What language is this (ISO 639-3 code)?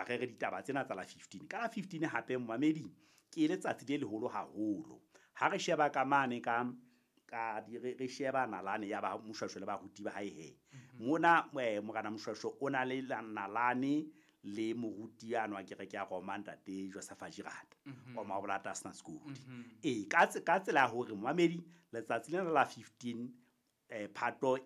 sot